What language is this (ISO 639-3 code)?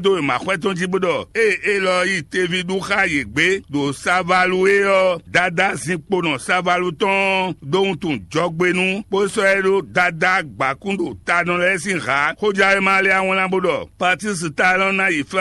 fon